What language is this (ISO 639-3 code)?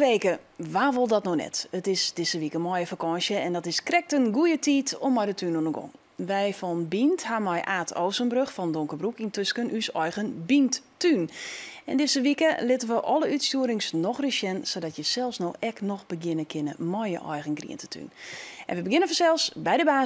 fry